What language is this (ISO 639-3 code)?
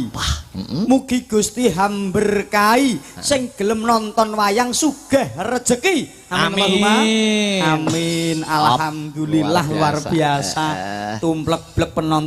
jav